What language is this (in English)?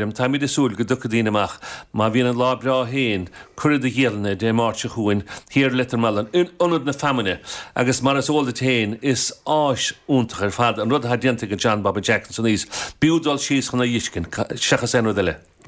Irish